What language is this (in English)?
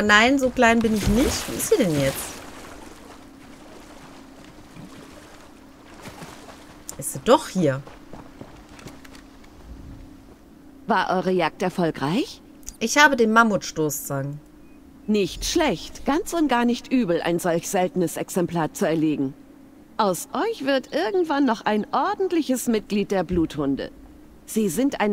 German